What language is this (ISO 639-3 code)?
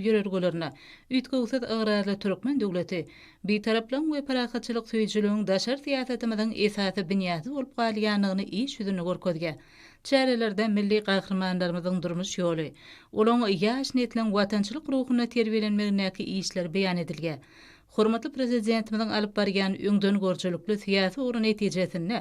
tuk